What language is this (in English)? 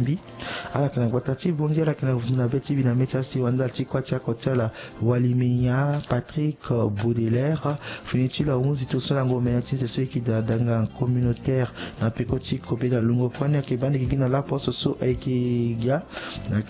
Sango